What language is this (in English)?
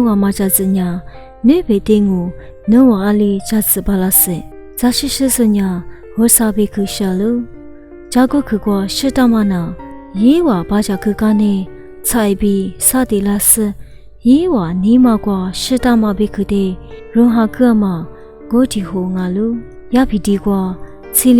Lisu